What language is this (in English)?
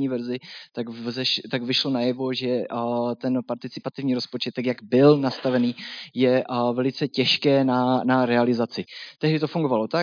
Czech